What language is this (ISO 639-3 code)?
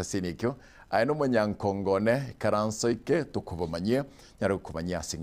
guz